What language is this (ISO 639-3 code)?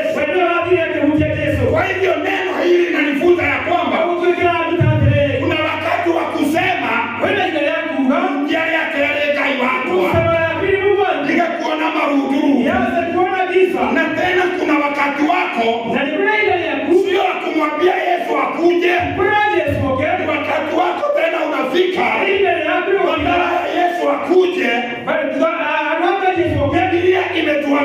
kik